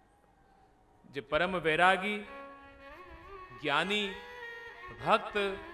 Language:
Gujarati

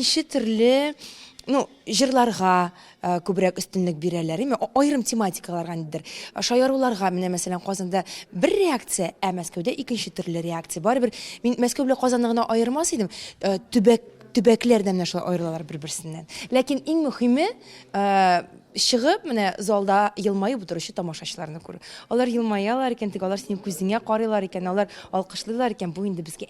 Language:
Tatar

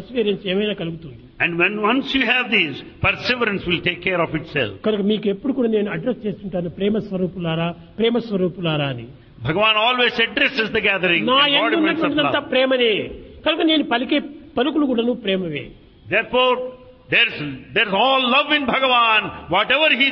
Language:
Telugu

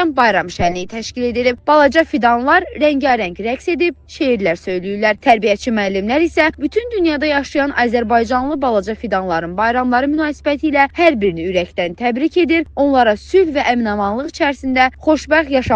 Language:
Azerbaijani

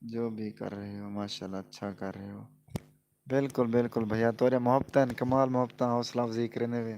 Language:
Saraiki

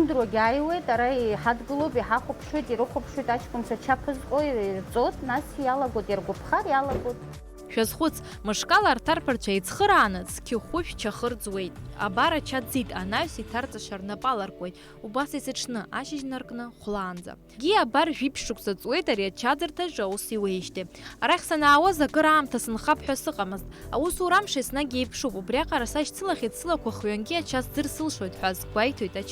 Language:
Abkhazian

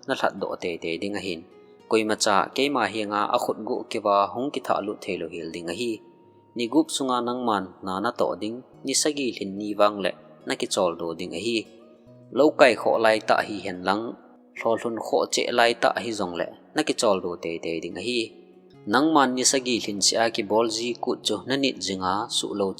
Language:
Thado Chin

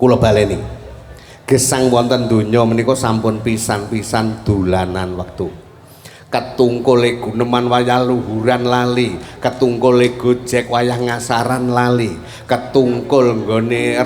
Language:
Javanese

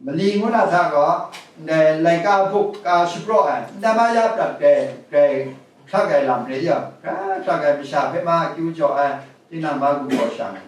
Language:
Kachin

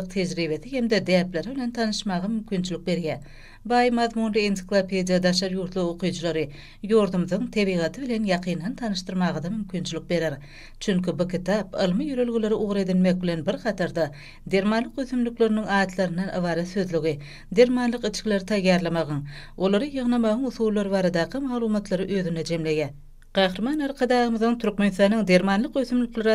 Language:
Turkmen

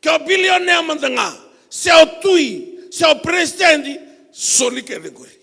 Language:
Fijian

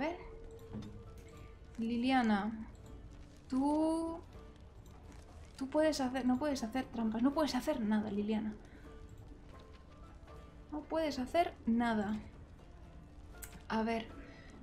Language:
Spanish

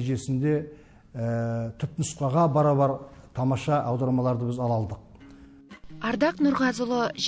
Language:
Kazakh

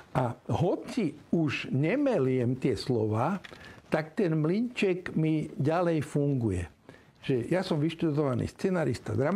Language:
Slovak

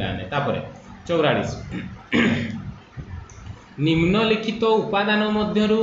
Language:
Odia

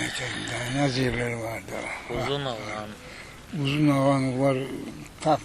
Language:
Crimean Tatar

